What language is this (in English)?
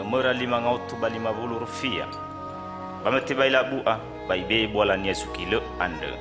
Nias